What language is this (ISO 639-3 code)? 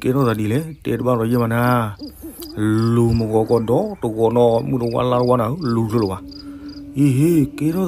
ksw